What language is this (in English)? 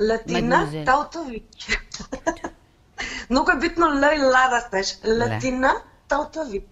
Macedonian